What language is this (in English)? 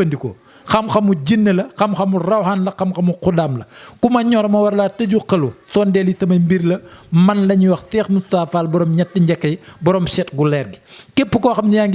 Wolof